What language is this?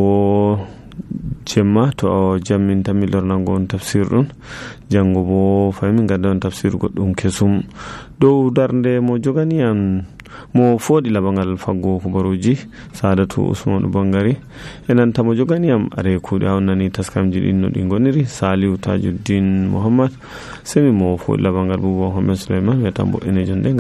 Nigerian Fulfulde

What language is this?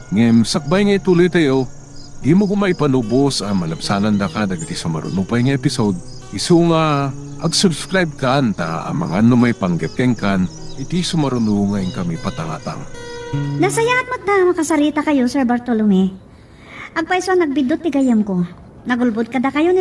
Iloko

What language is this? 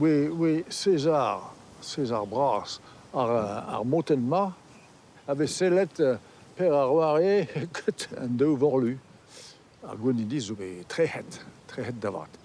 Breton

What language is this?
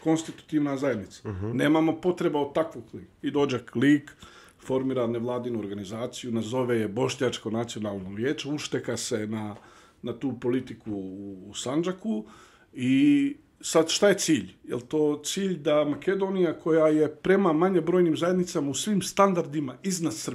Bosnian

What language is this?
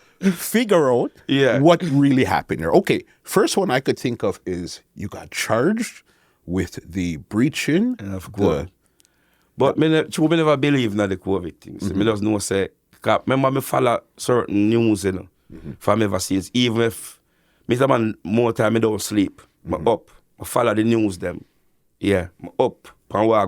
Jamaican Creole English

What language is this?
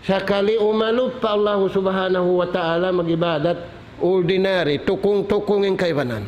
Tausug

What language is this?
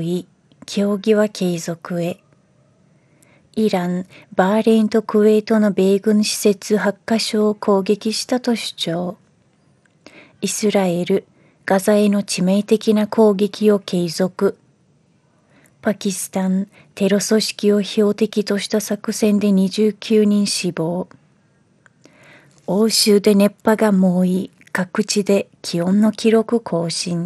Japanese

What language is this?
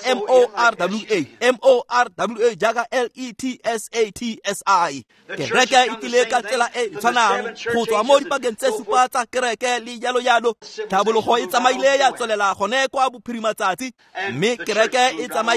Tswana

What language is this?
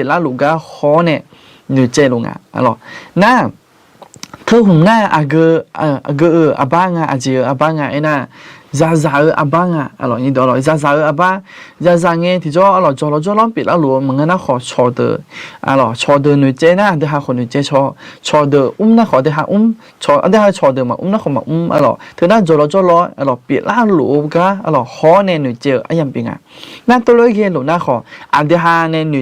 Akha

